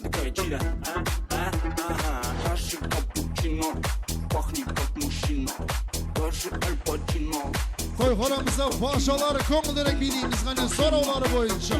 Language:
Kara-Kalpak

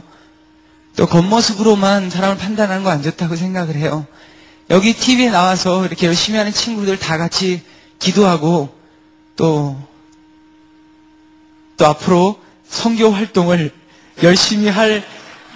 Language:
Korean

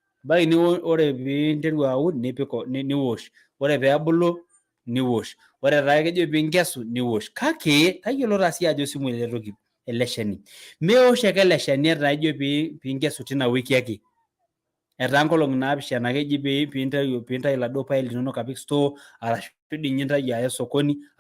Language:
Masai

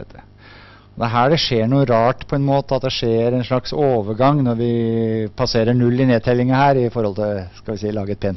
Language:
Norwegian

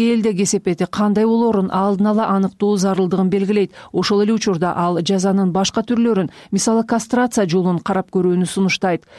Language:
Kyrgyz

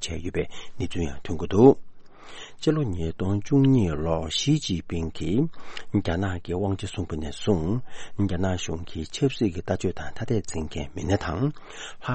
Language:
Tibetan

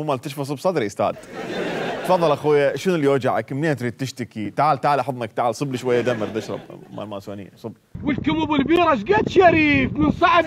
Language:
Mesopotamian Arabic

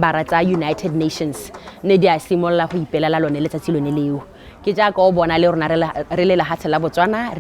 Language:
Tswana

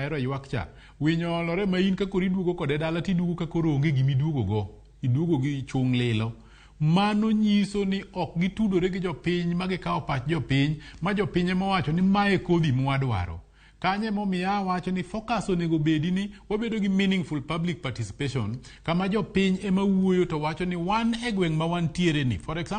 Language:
Luo (Kenya and Tanzania)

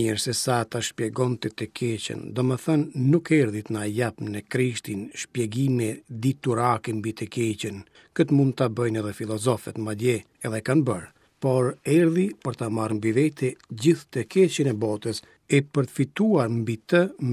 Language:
Albanian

